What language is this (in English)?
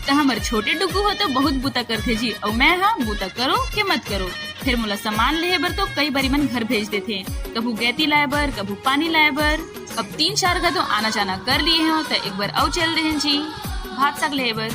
Chhattisgarhi